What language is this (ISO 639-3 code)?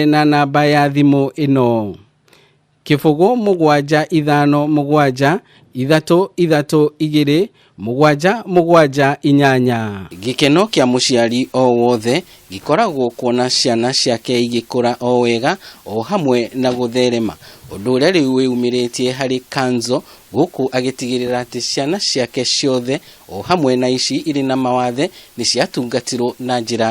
kik